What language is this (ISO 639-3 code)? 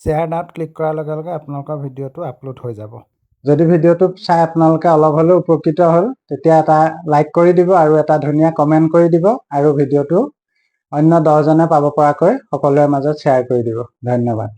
asm